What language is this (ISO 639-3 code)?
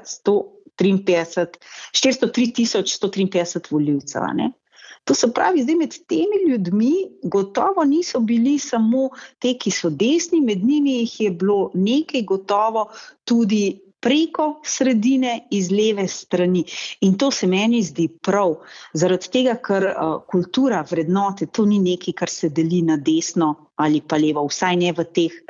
slv